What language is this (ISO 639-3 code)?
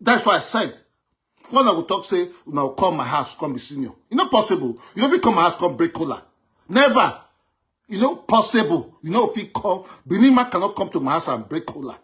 pcm